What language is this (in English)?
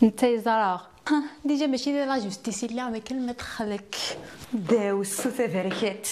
Kabyle